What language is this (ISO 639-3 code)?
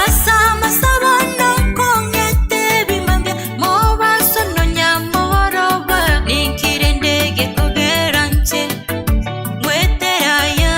guz